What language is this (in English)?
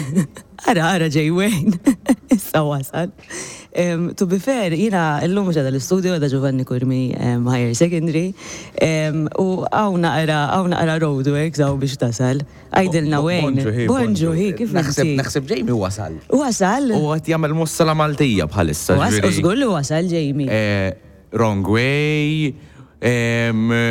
Maltese